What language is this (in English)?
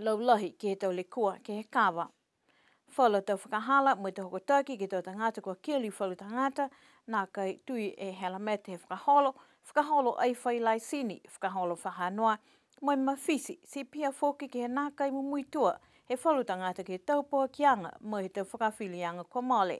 Niuean